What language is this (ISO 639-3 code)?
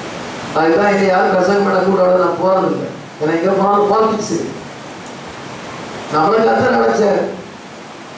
tam